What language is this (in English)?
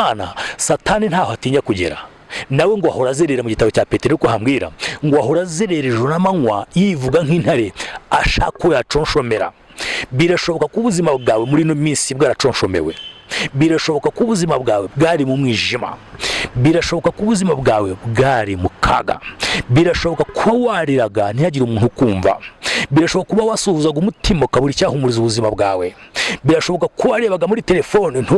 Kinyarwanda